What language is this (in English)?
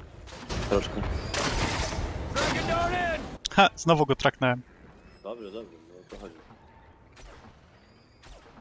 Polish